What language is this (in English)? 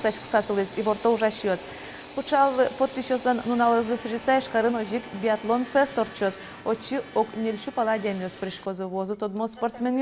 Udmurt